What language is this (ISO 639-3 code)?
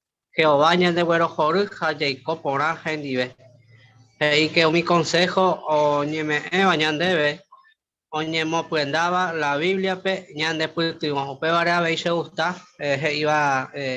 grn